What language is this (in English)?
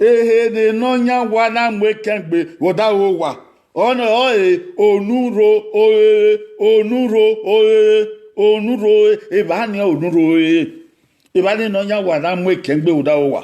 Bini